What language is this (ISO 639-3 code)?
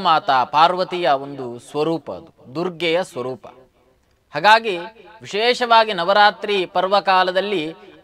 kan